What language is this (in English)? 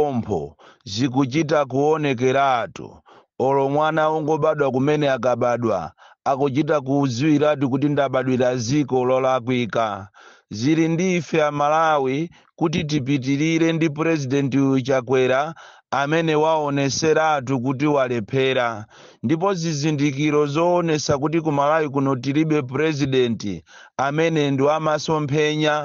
Nyanja